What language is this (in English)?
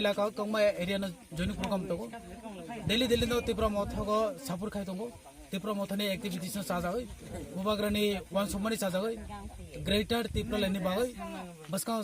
Kok Borok